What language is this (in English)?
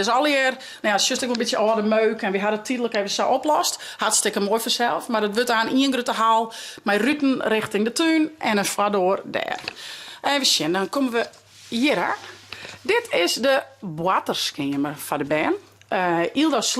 Western Frisian